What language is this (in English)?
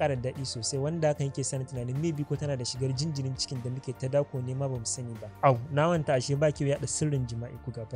Hausa